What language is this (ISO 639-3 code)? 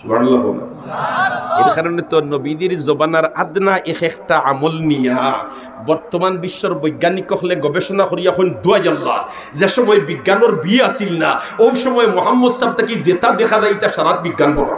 syl